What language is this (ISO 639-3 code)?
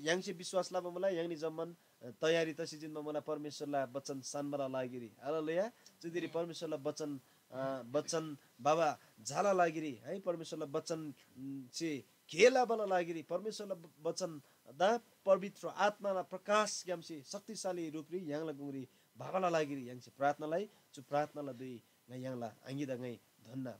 taj